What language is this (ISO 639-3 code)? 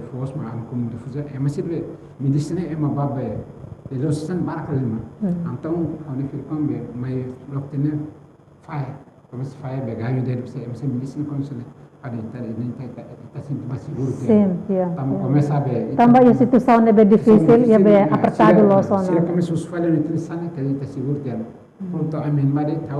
tet